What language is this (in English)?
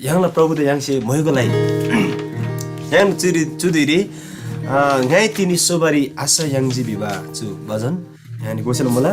Eastern Tamang